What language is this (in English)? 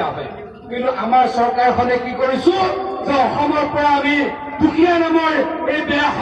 Assamese